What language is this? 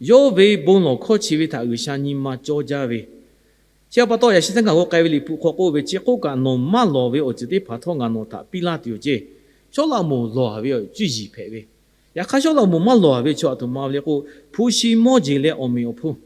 Lahu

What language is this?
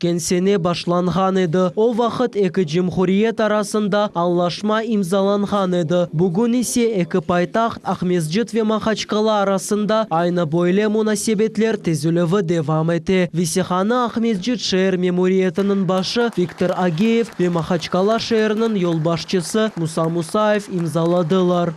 Crimean Tatar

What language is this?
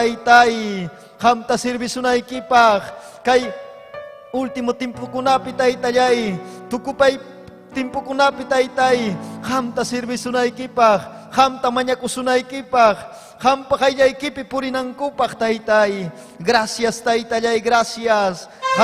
Ayacucho Quechua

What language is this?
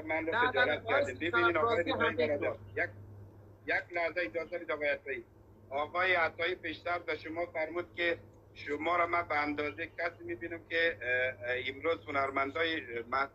Persian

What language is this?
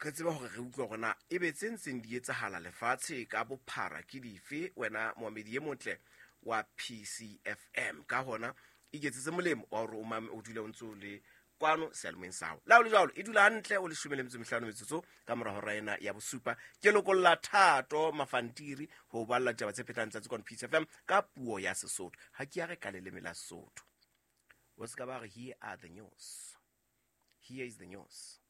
Southern Sotho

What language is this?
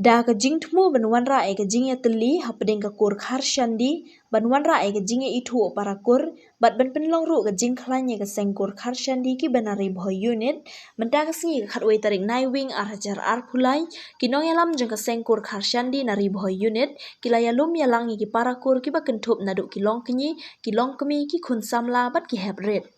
Khasi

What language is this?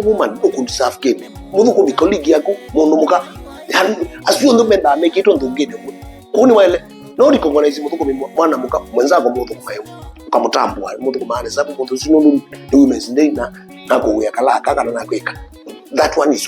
Kamba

